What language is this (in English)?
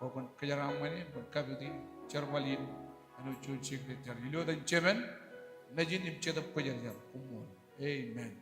Marshallese